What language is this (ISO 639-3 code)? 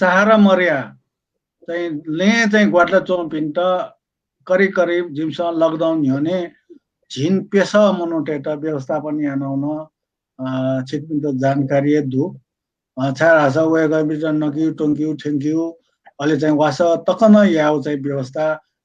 new